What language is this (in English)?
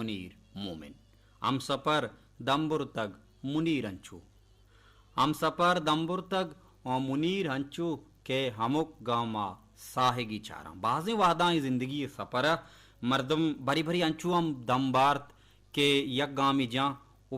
Baluchi